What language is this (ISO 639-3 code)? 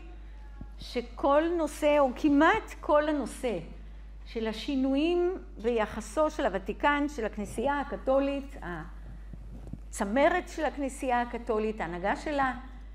heb